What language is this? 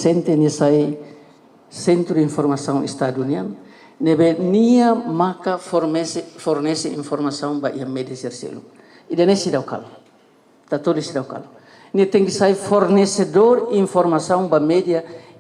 Tetum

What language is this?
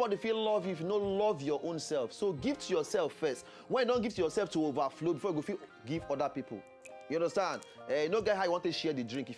Nigerian Pidgin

